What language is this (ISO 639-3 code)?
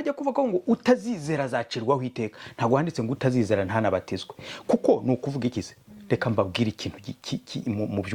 kin